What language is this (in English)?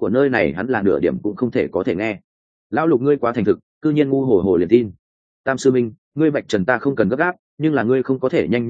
Vietnamese